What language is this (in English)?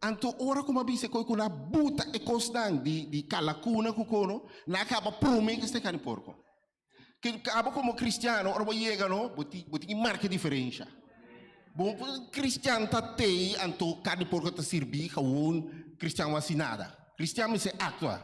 Papiamento